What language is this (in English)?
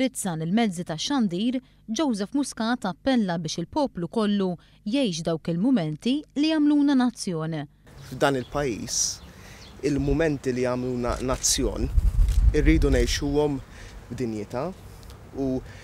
Maltese